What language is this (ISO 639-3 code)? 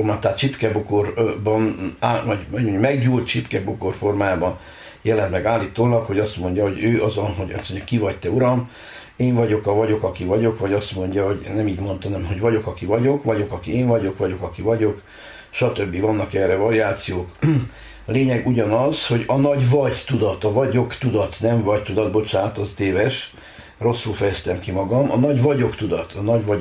hun